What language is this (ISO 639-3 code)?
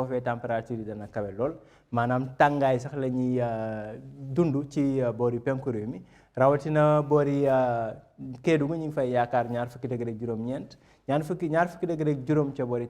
wol